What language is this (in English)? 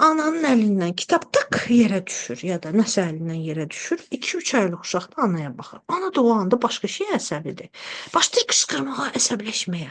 Azerbaijani